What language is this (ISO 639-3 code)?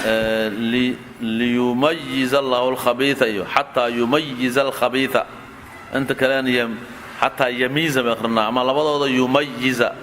som